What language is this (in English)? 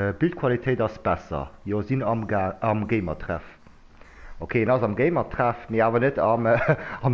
Luxembourgish